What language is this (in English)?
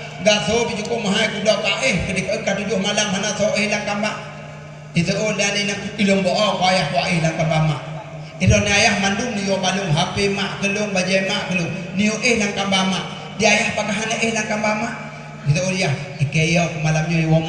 Achinese